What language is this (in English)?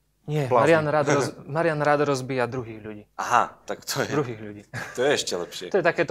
Slovak